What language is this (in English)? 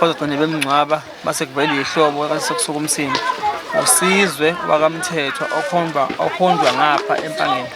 Zulu